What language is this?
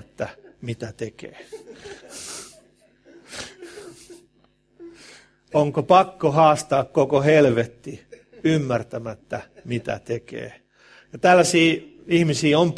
Finnish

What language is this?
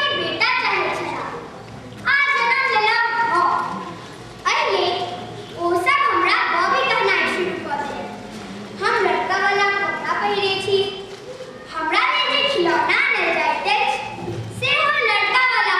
Maithili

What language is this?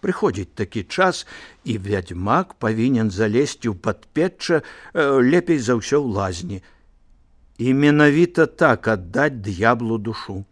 Belarusian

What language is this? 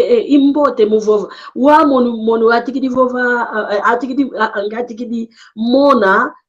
San Salvador Kongo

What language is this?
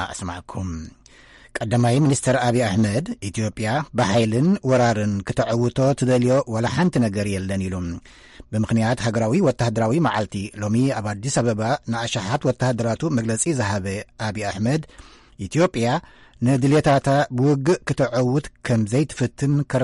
Tigrinya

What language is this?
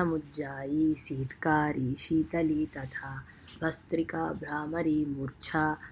Sanskrit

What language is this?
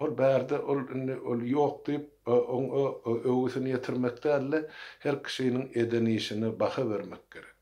Turkmen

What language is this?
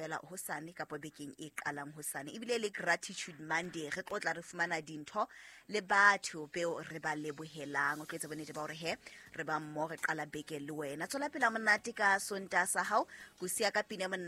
Southern Sotho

